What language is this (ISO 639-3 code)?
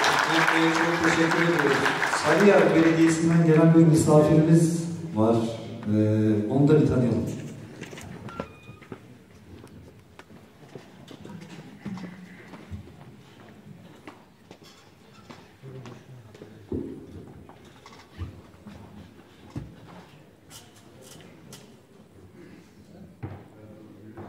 tur